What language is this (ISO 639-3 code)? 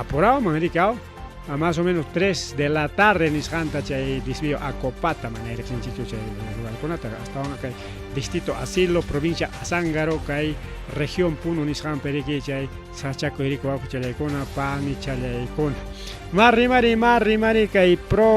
quy